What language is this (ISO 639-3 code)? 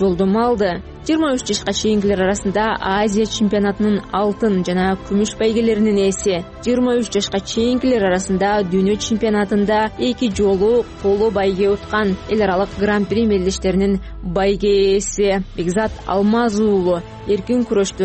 kir